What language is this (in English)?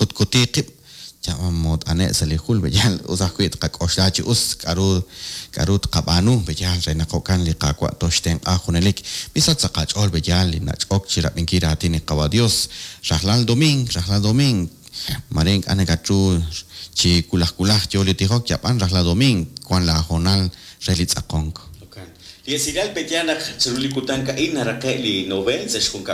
Kekchí